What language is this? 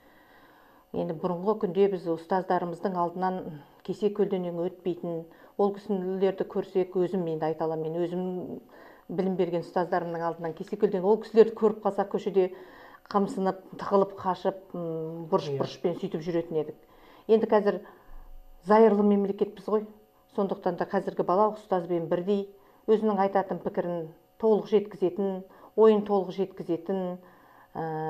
Kazakh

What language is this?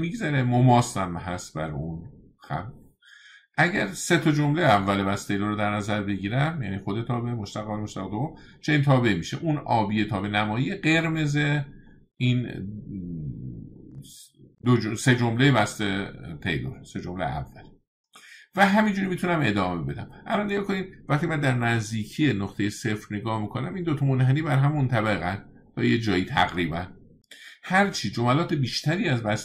Persian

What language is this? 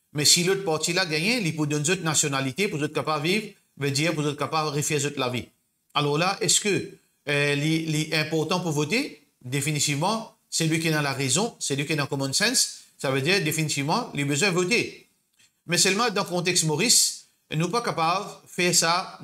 Morisyen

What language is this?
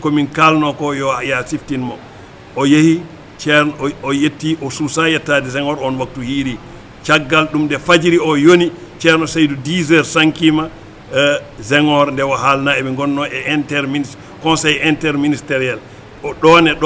Fula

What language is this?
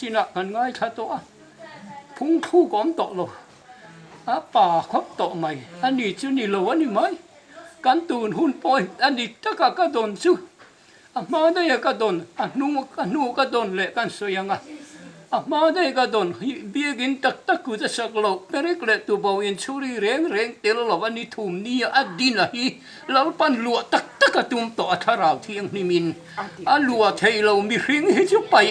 Mizo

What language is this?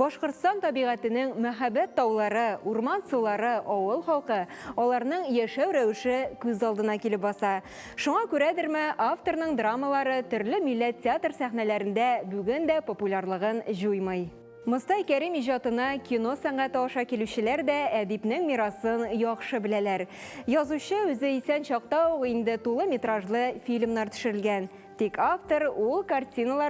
Tatar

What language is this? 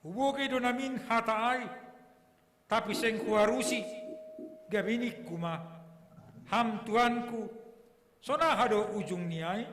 Batak Simalungun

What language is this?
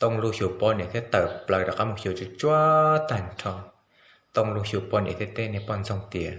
Hmong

